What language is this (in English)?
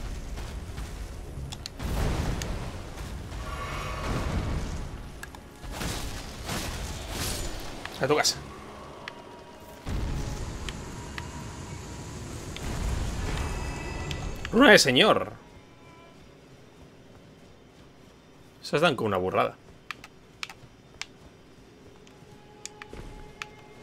Spanish